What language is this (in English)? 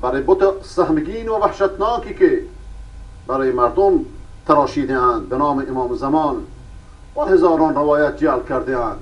Persian